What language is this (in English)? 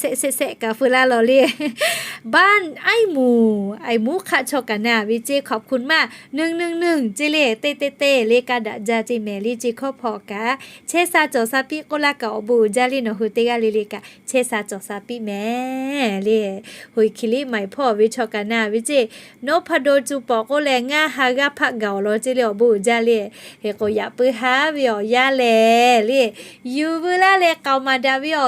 Lahu